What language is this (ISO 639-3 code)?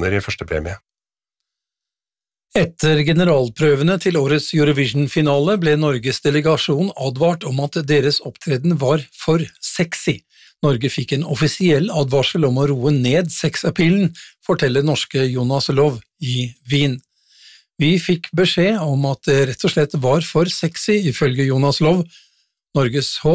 nor